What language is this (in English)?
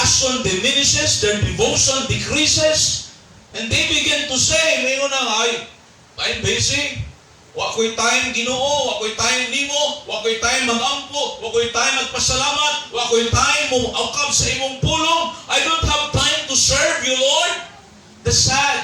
Cebuano